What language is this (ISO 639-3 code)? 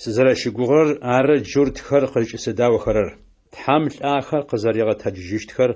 ady